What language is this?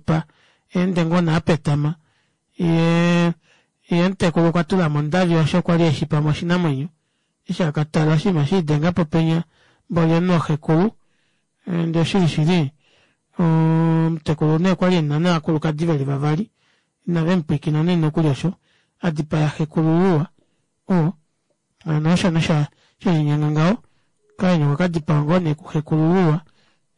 Kuanyama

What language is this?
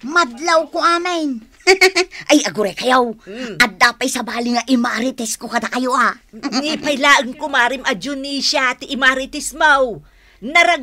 Iloko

